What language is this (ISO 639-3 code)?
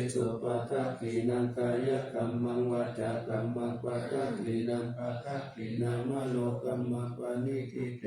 pli